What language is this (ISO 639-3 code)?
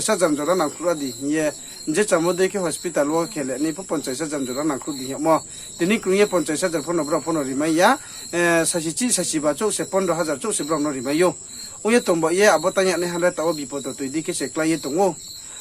ria